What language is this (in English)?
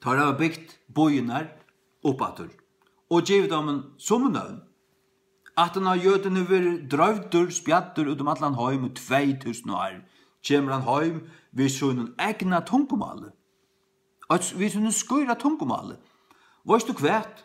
Faroese